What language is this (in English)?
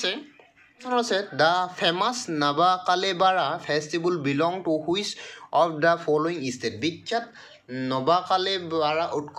Assamese